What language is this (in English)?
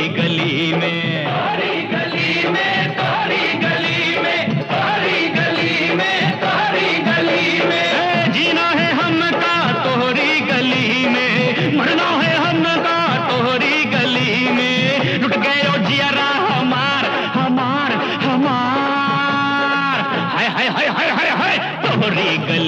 Bhojpuri